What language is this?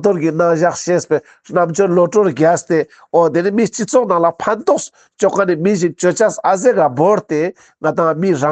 Ladakhi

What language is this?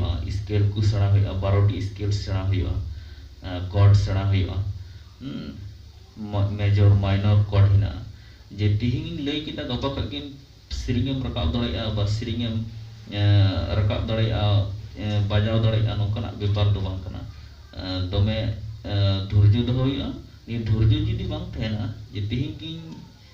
Santali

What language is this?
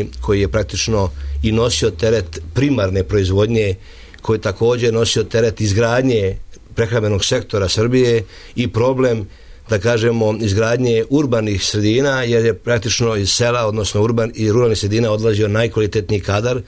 Serbian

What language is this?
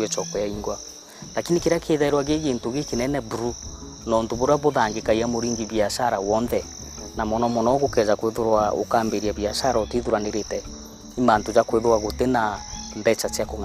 Meru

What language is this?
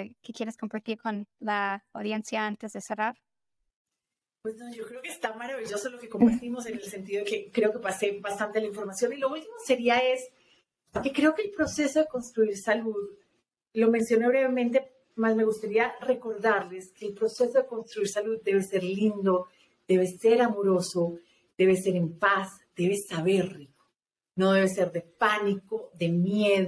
Spanish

